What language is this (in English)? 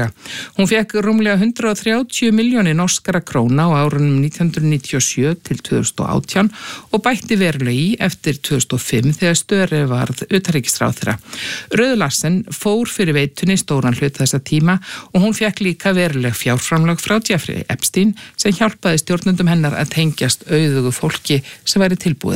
Icelandic